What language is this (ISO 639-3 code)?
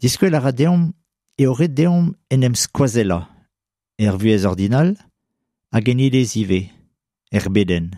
bre